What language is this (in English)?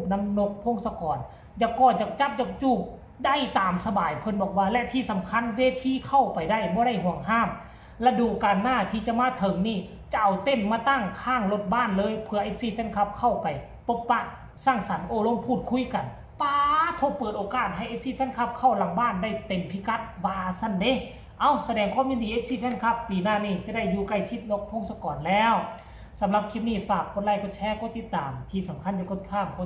Northeastern Thai